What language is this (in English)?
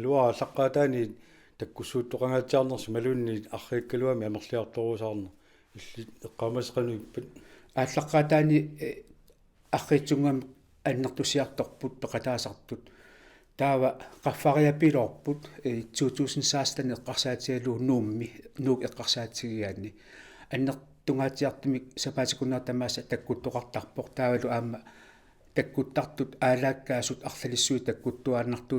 Kalaallisut